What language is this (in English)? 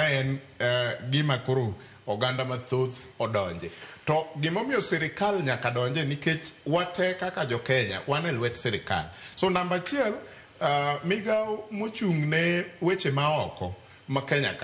Luo (Kenya and Tanzania)